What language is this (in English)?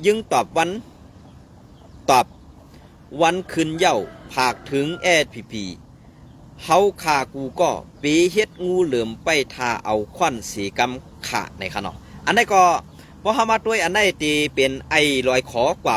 Shan